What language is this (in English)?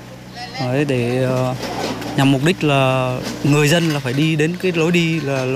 Vietnamese